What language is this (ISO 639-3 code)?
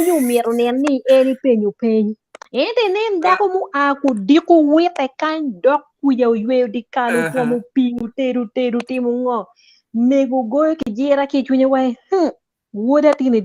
ach